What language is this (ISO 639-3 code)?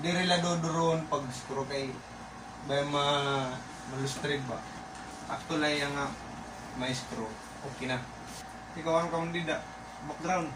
war